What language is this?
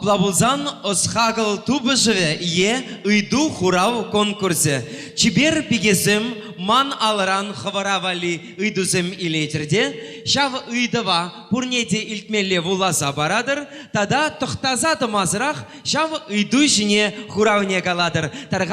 Chuvash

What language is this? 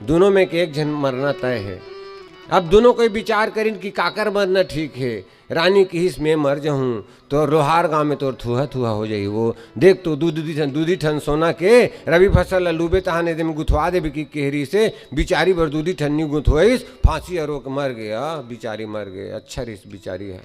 Chhattisgarhi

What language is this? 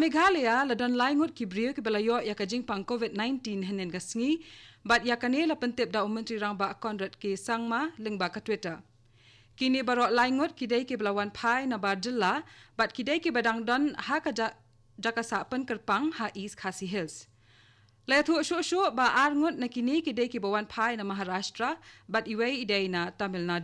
Khasi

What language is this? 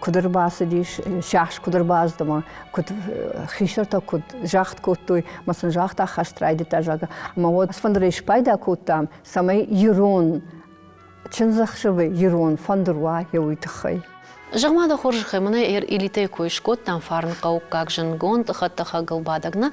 Ossetic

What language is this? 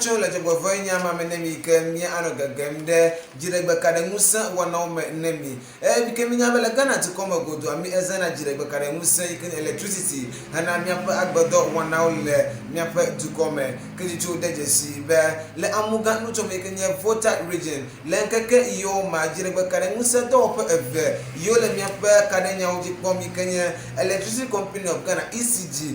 Ewe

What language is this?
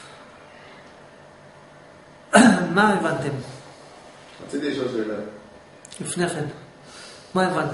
Hebrew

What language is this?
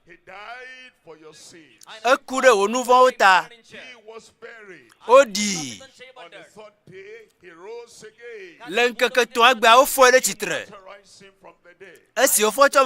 Ewe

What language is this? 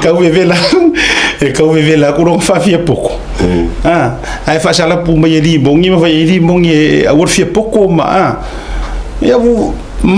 Samoan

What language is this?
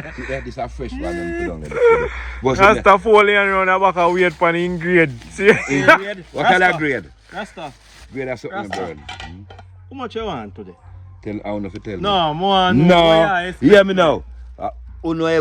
Jamaican Creole English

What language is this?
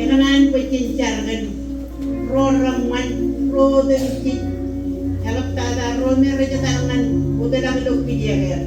Marshallese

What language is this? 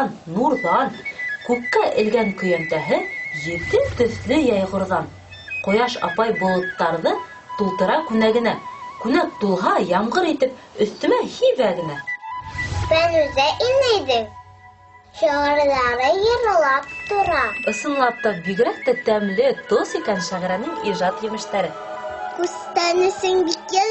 Bashkir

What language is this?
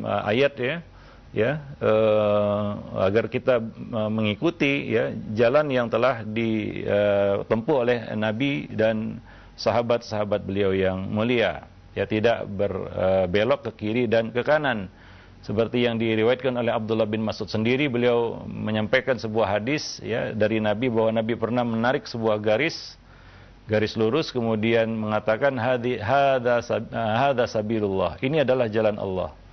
Indonesian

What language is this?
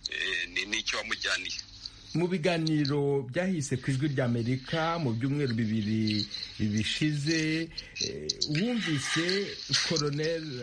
Kinyarwanda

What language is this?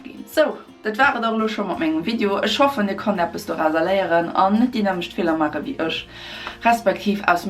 Luxembourgish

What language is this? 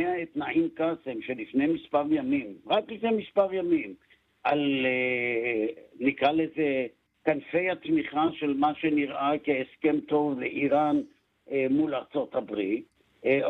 Hebrew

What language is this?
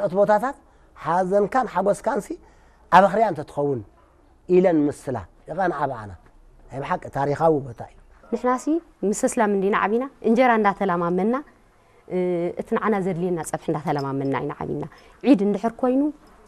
Tigrinya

